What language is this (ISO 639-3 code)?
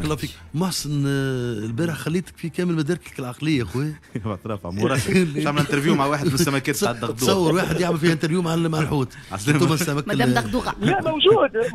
aeb